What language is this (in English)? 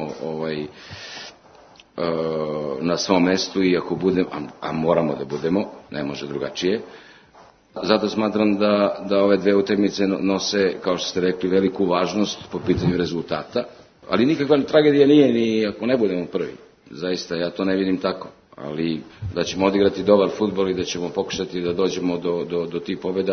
Serbian